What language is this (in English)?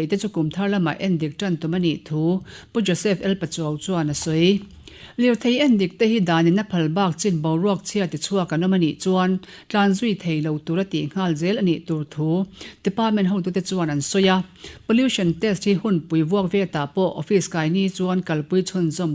Mizo